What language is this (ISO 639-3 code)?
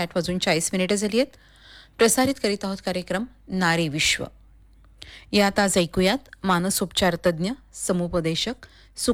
mar